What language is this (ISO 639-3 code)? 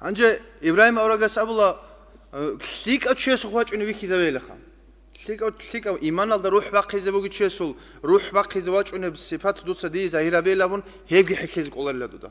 ava